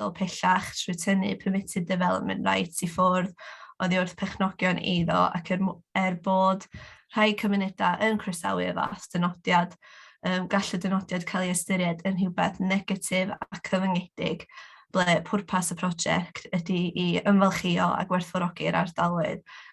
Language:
Welsh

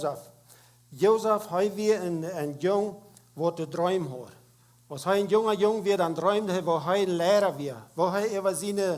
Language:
Plautdietsch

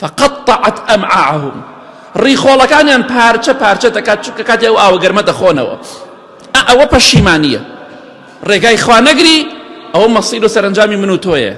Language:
Central Kurdish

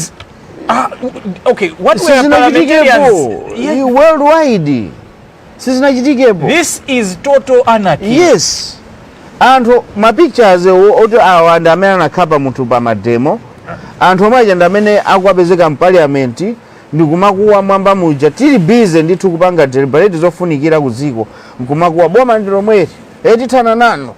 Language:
Nyanja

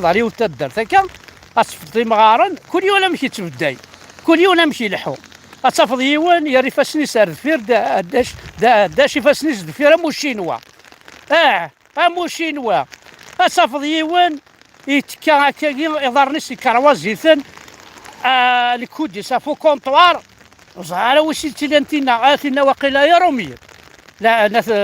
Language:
Kabyle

